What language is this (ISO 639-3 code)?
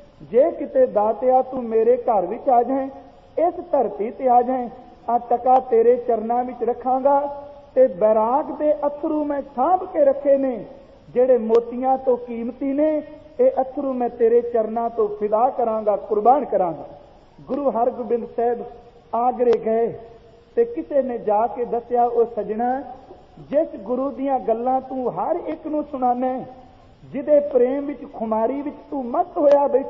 pan